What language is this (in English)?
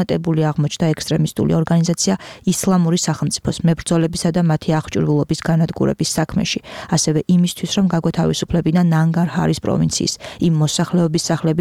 Georgian